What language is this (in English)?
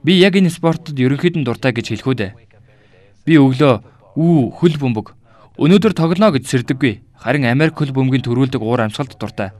Mongolian